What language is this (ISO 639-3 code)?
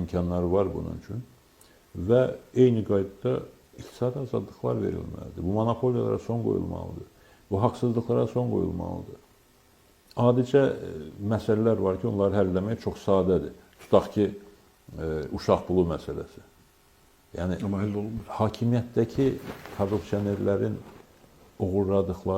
aze